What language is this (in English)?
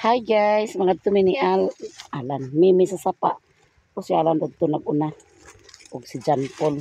Cebuano